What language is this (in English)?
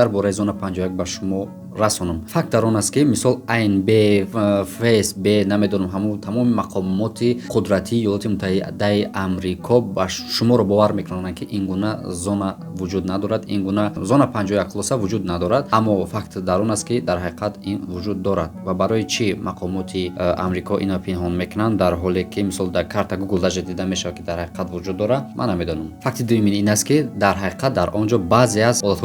Tajik